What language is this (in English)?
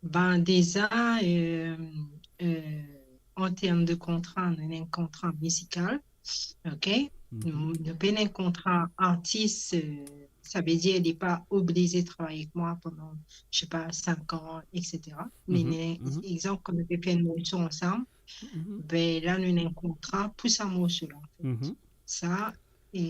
Morisyen